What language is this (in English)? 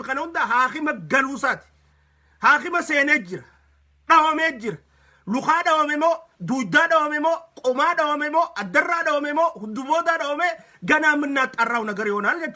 Oromo